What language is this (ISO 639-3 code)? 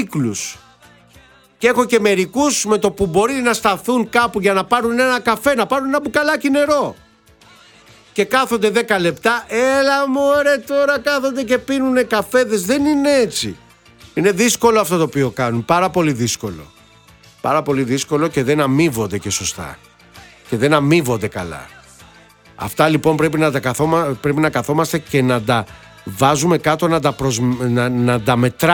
ell